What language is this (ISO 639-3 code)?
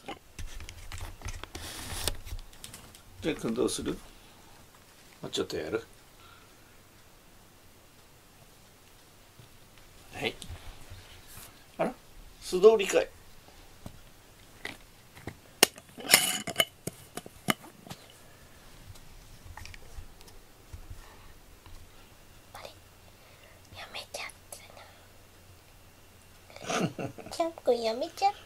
jpn